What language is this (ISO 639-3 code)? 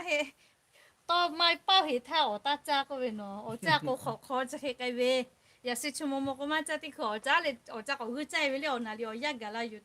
lhu